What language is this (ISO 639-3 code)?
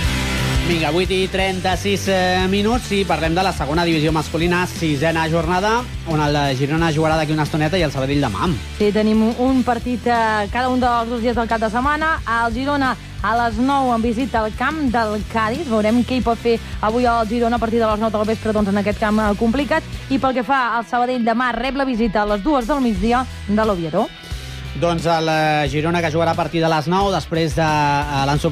cat